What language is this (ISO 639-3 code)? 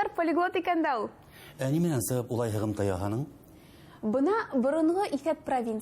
bak